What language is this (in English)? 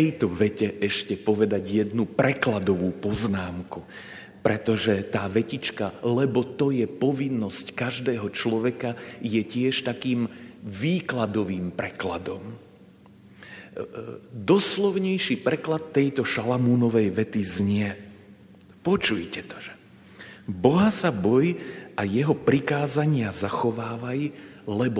Slovak